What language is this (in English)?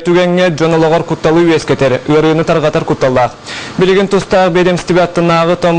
Yakut